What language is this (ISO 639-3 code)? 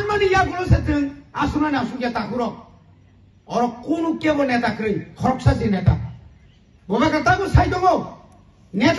trp